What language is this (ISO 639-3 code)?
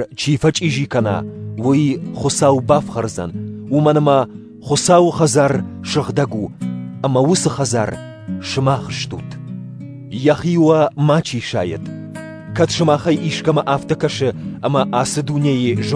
oss